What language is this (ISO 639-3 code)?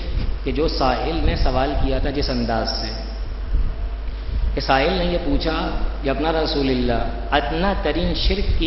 urd